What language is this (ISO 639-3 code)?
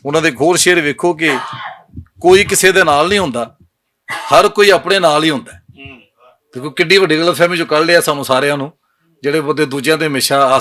lah